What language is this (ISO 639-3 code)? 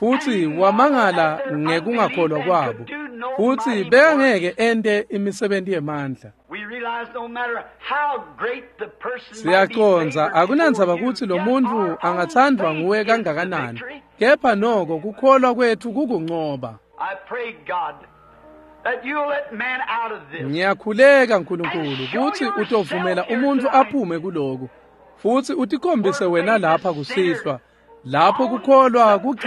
ssw